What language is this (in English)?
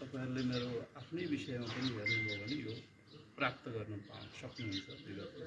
Nepali